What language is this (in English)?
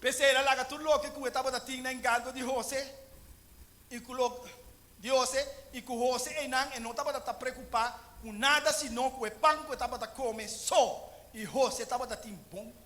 Papiamento